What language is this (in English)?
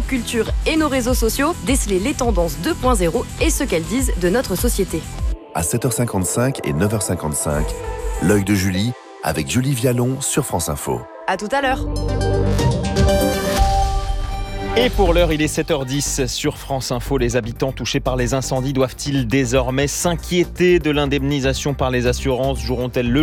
French